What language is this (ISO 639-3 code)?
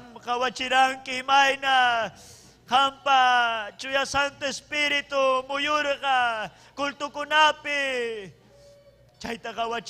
quy